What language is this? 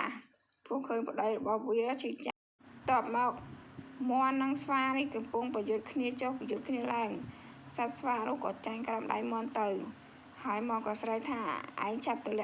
Khmer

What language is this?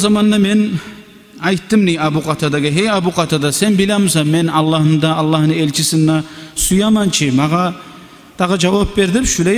Kumyk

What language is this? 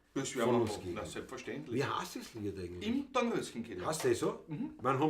Bavarian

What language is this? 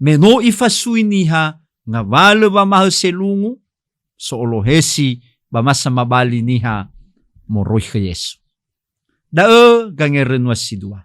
Nias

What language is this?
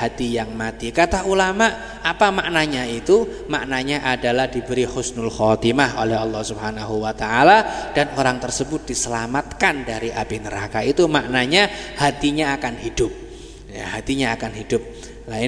Indonesian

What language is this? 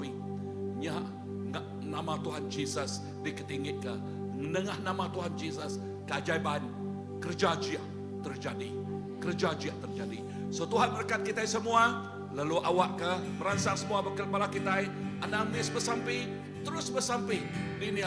Iban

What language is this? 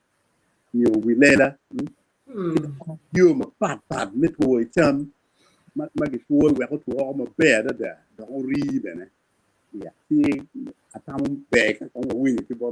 Acoli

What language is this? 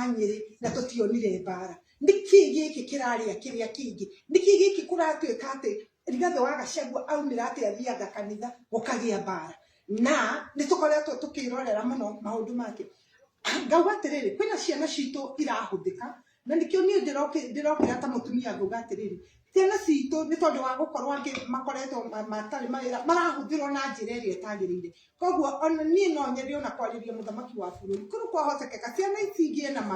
Kikuyu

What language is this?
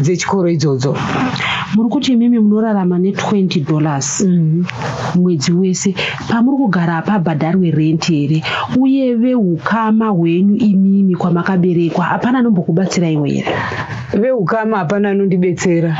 Shona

